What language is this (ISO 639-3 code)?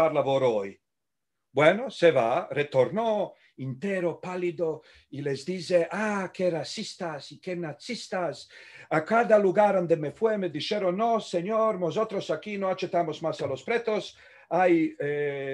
lad